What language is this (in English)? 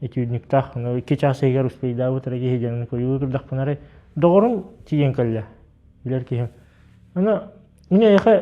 Yakut